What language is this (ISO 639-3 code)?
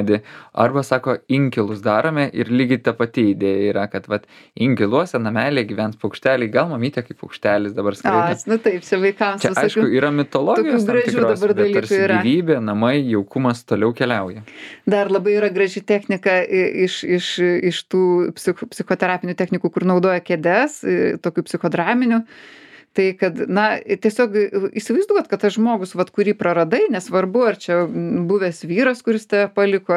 lit